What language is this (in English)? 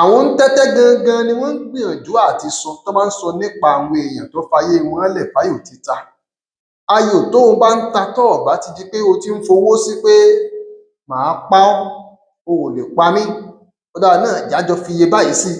Yoruba